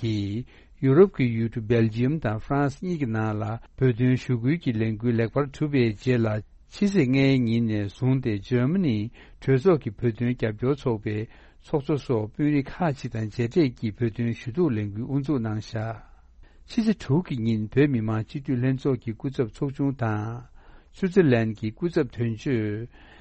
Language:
Tibetan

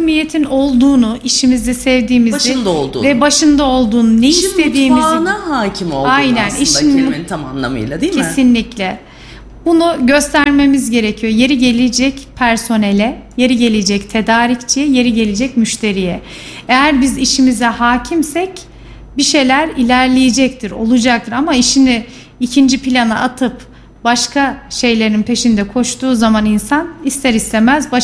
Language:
Turkish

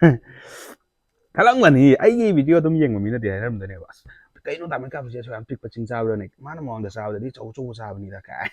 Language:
Manipuri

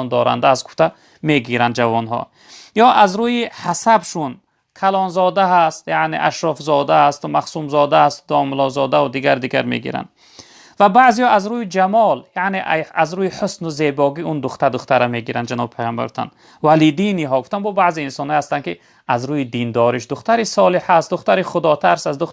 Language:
Tajik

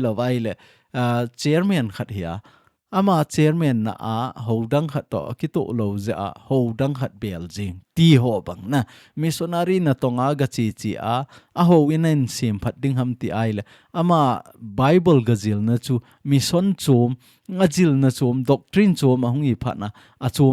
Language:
Thado Chin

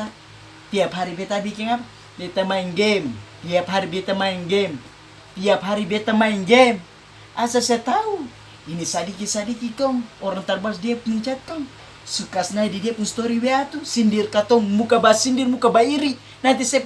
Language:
Ambonese Malay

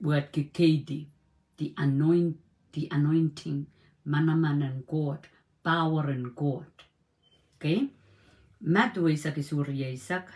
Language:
Pohnpeian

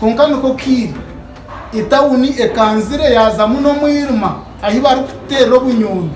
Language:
Nyankole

